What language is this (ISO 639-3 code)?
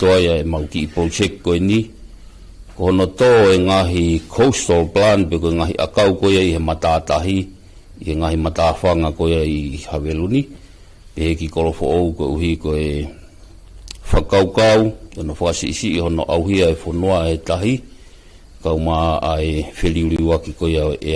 ton